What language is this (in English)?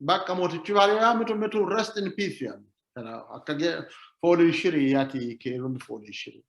Sidamo